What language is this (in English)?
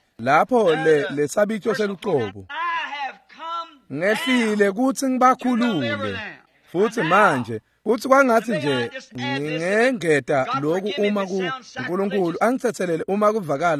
Swati